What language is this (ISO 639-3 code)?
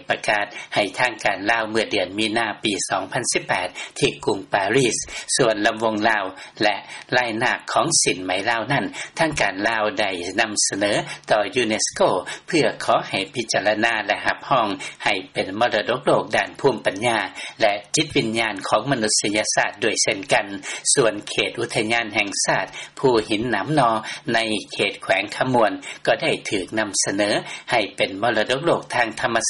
lao